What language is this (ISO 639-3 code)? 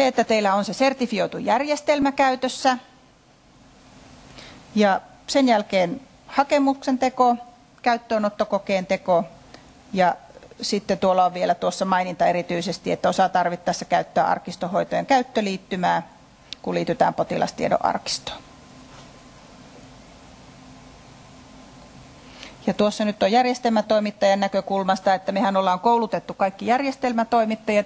fin